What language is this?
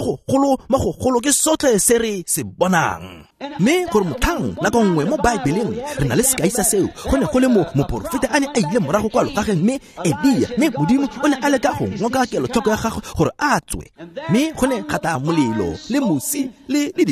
Tswana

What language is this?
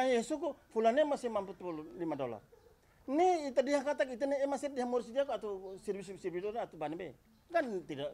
Tetum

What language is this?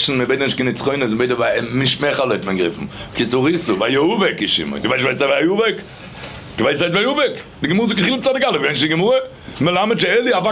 Yiddish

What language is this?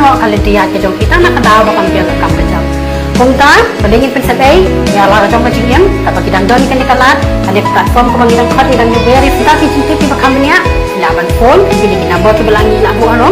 Khasi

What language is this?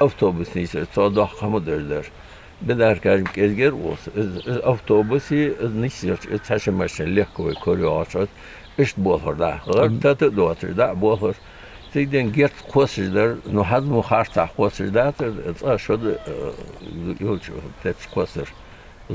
Ingush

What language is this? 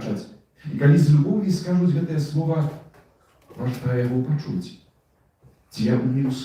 Belarusian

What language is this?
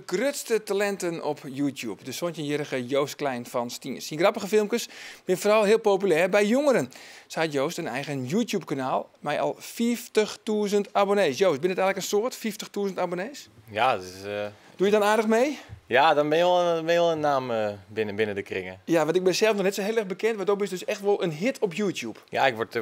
Western Frisian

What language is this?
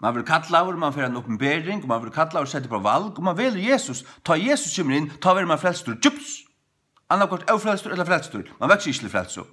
Faroese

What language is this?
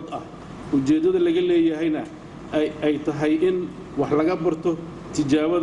Somali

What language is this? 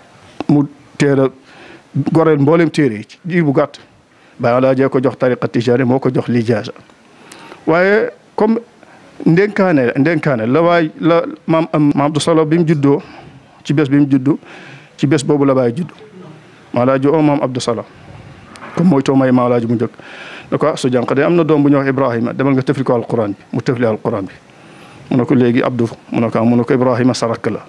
Wolof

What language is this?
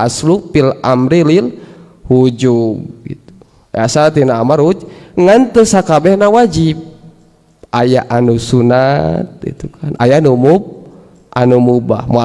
Sundanese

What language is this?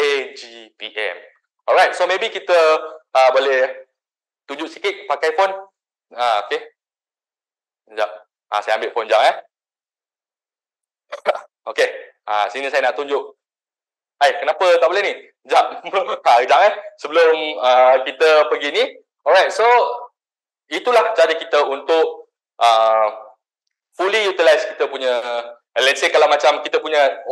Malay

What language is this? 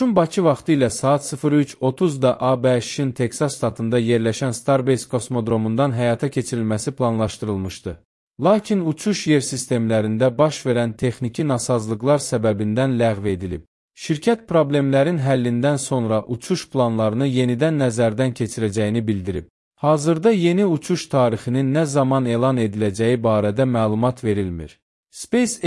Azerbaijani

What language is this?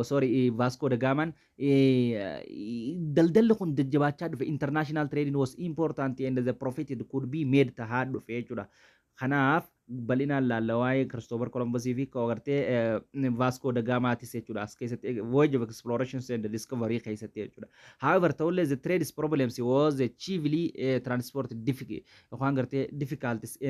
Oromo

